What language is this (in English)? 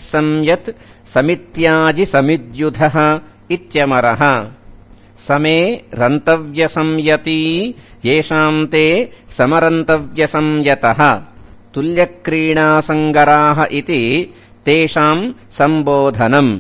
Sanskrit